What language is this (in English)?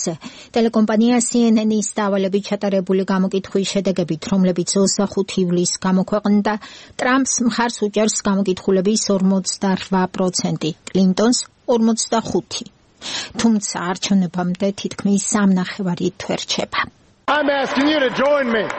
Georgian